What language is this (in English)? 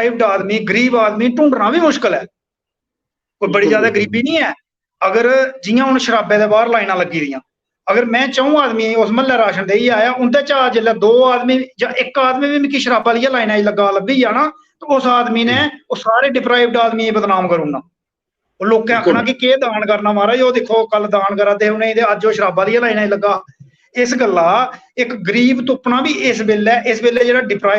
Dogri